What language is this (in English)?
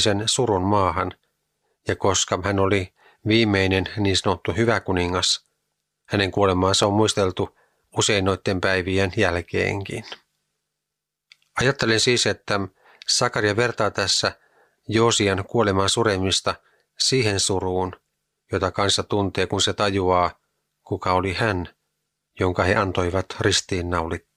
Finnish